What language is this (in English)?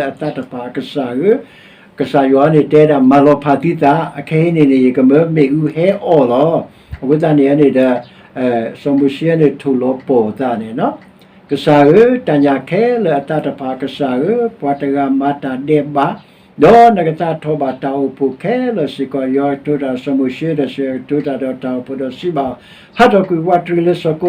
S'gaw Karen